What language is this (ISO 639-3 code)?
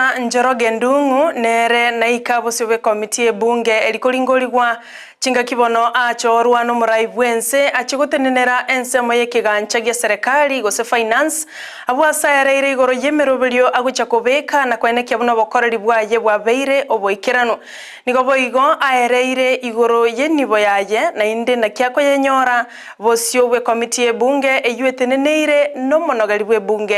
guz